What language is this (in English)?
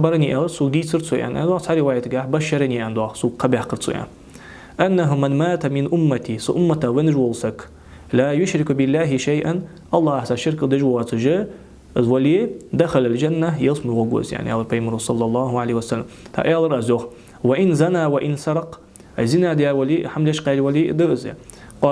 Ingush